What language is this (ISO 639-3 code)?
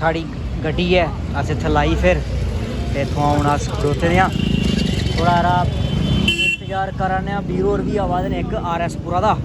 doi